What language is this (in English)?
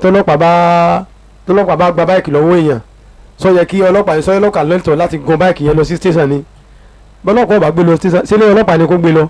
Yoruba